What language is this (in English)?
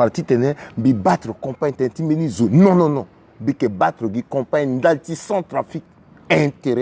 Sango